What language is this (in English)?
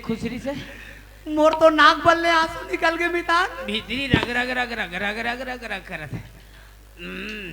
Chhattisgarhi